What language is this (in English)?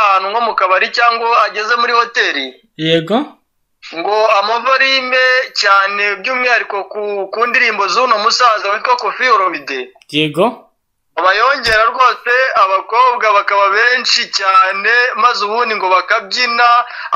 Kinyarwanda